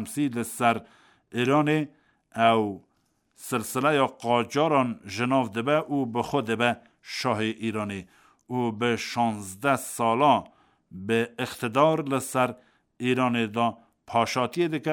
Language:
Kurdish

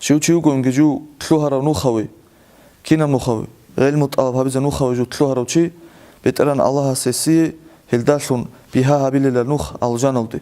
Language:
Avaric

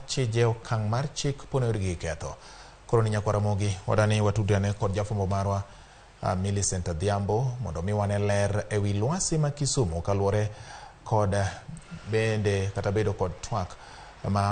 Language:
Luo (Kenya and Tanzania)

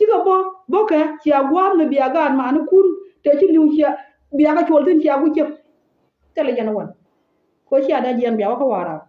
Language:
Nuer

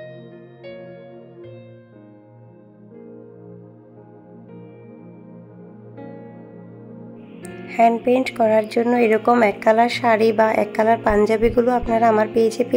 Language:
Bangla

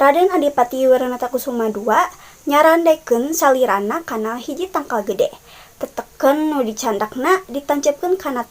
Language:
Sundanese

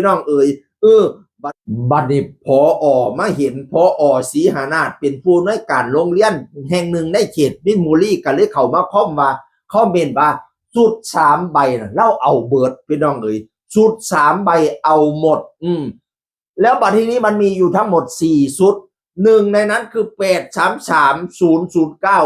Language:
Northeastern Thai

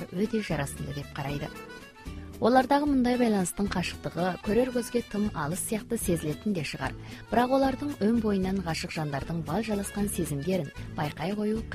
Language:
Kazakh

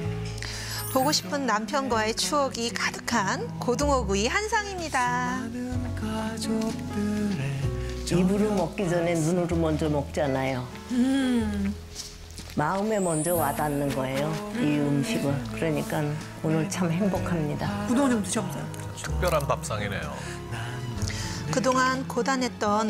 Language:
Korean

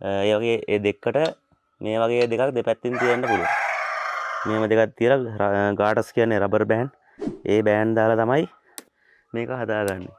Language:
Sinhala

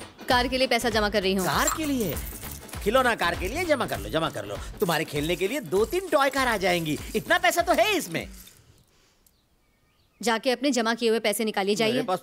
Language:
Hindi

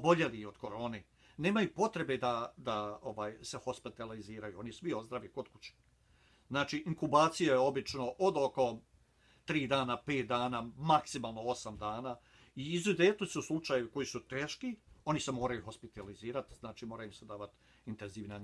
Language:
Bosnian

